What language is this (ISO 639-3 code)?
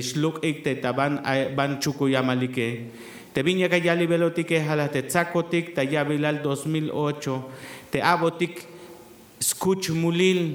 tzh